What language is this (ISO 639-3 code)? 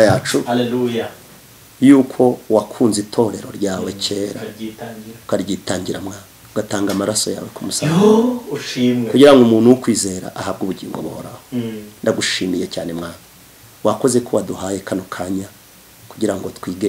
kin